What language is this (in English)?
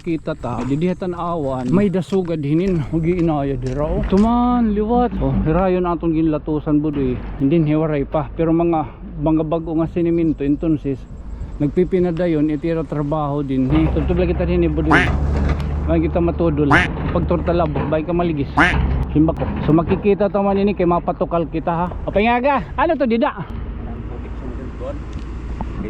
Waray